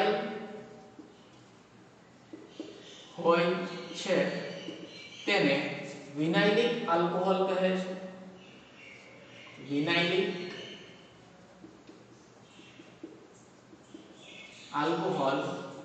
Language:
Gujarati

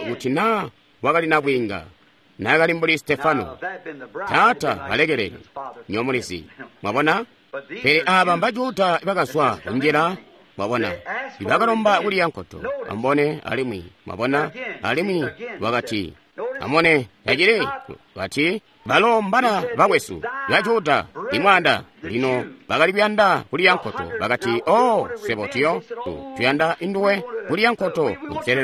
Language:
Tonga (Zambia)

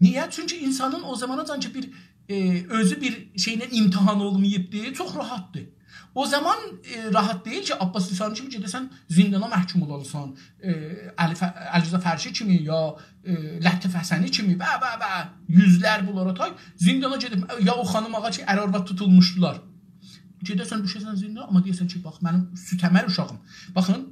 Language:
South Azerbaijani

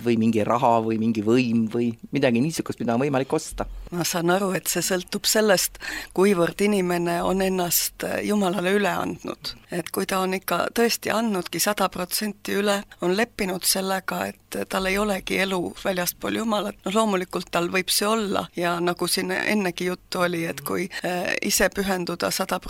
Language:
Estonian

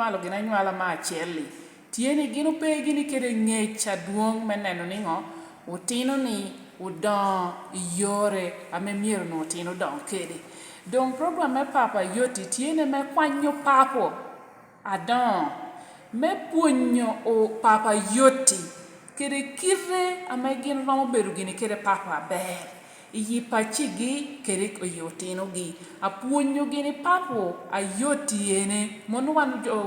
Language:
Lango (Uganda)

